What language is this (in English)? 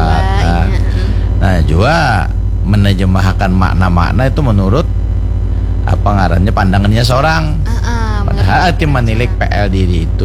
Banjar